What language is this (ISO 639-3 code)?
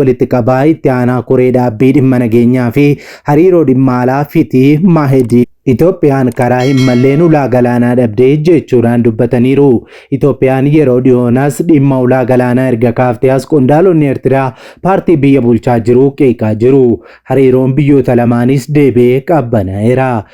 orm